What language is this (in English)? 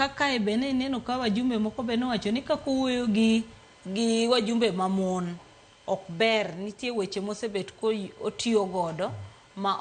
Luo (Kenya and Tanzania)